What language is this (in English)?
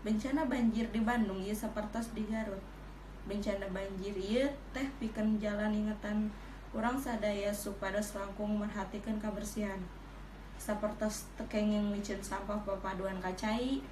Sundanese